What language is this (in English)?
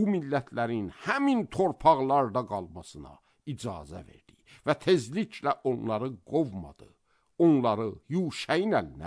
Azerbaijani